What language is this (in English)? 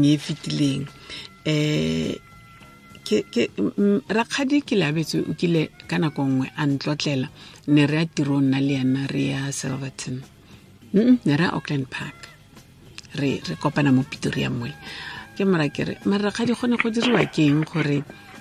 Tswana